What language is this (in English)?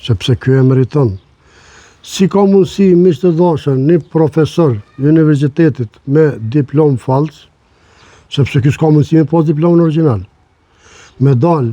Albanian